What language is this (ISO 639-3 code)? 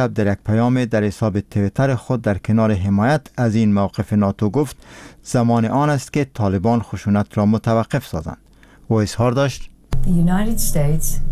fas